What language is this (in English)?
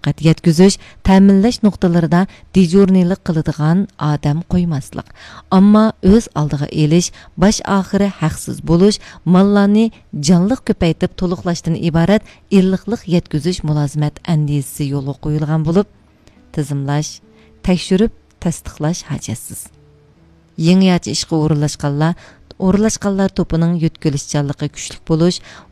Uyghur